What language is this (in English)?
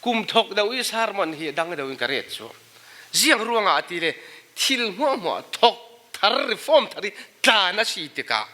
Falam Chin